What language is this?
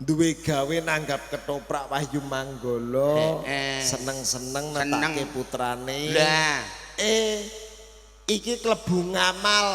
Javanese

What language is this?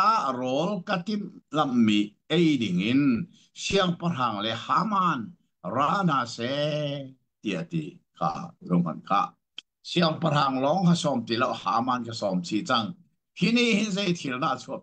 Hakha Chin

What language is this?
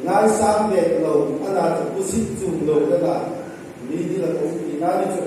Hmar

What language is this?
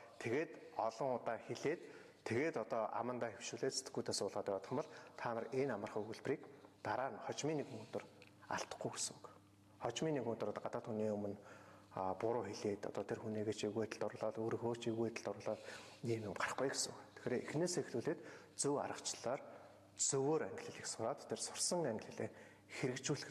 Mongolian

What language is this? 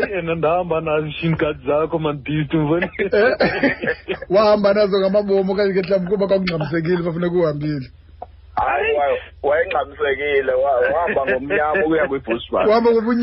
Xhosa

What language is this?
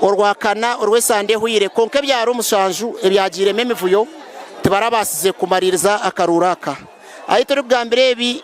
Nyankole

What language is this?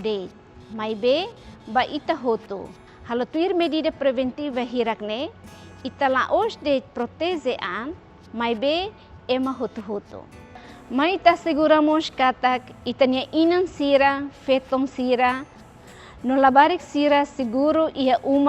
Tetum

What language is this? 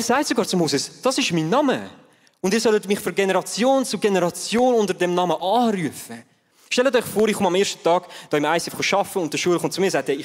Swiss German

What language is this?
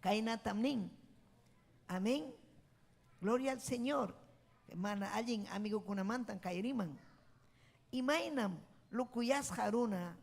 Ayacucho Quechua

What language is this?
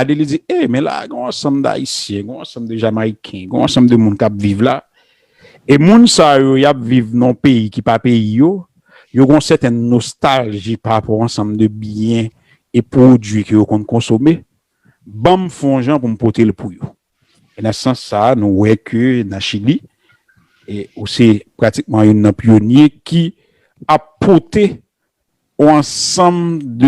Haitian Creole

